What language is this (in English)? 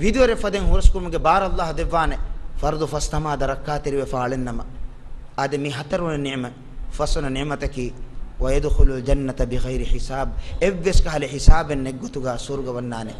Divehi